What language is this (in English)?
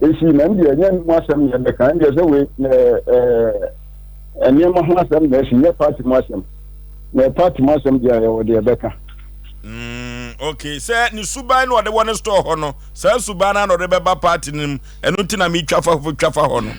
Akan